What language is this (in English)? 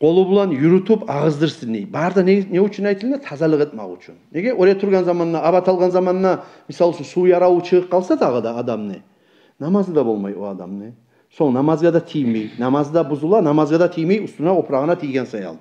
Kumyk